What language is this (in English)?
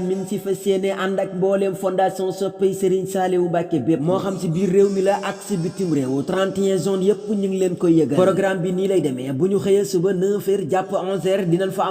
Wolof